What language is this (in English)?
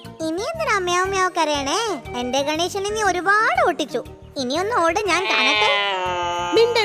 Malayalam